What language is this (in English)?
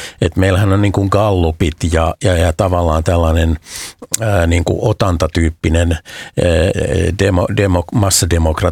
Finnish